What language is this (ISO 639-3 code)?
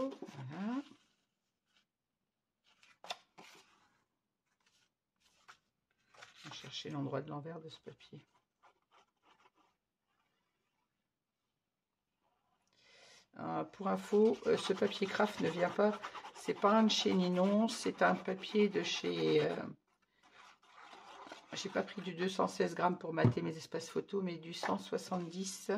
fra